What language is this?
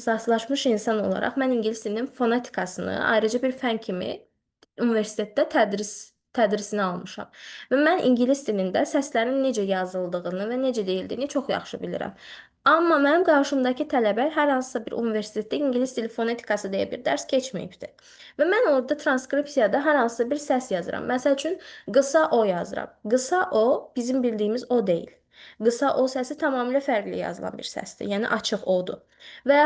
Azerbaijani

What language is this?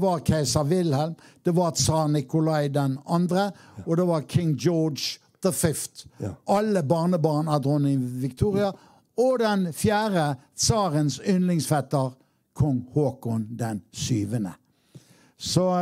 Norwegian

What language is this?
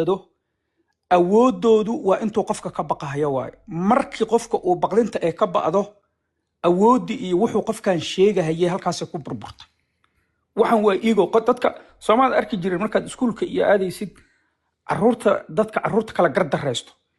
Somali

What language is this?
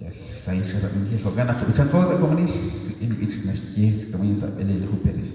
Kekchí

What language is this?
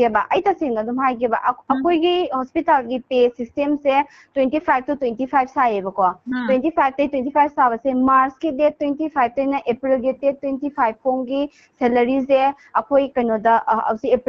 Manipuri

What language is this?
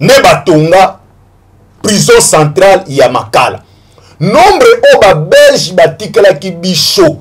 Lingala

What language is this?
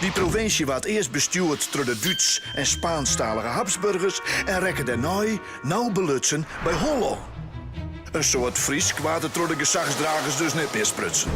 Western Frisian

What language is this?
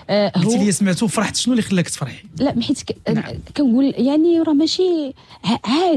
Moroccan Arabic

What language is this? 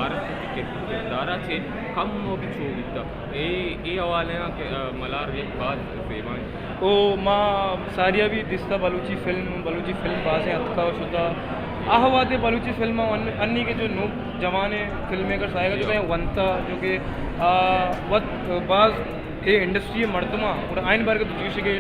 Baluchi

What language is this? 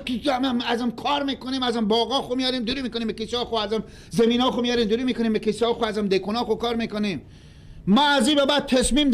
Persian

